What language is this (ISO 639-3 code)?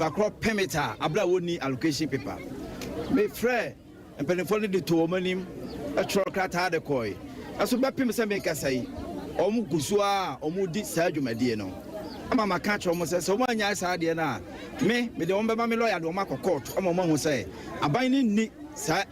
aka